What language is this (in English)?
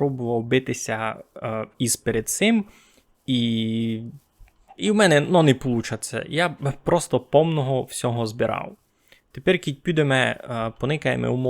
Rusyn